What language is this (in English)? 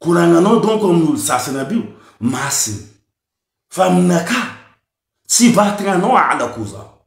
Malagasy